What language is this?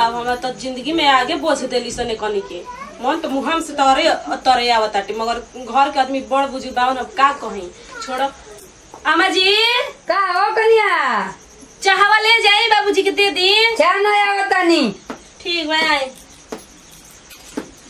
Bhojpuri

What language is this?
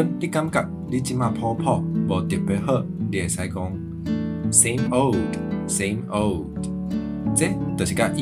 Min Nan Chinese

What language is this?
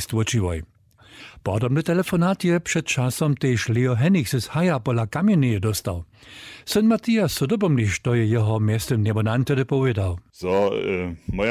Upper Sorbian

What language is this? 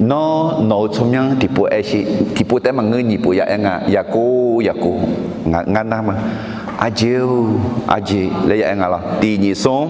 Akha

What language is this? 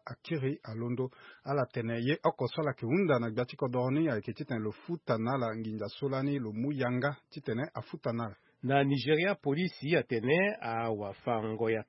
Sango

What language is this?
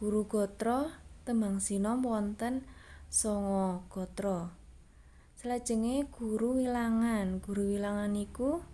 Javanese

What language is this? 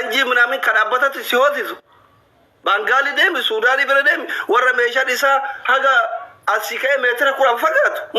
Oromo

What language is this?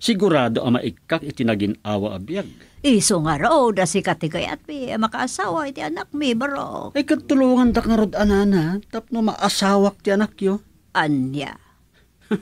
Iloko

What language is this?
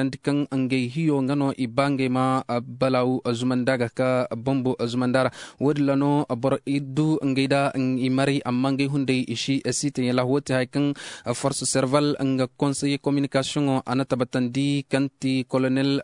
Zarma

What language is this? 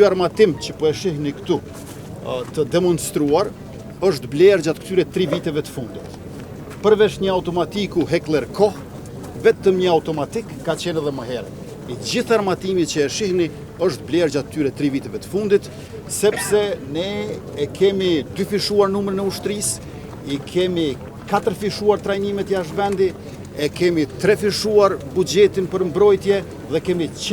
Albanian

